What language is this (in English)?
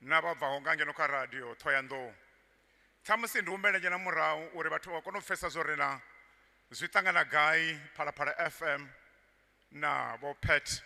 Venda